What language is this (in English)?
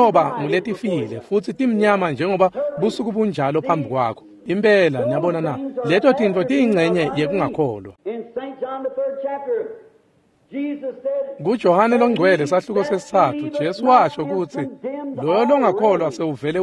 Swati